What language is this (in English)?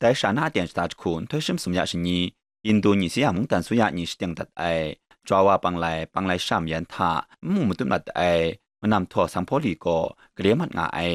Kachin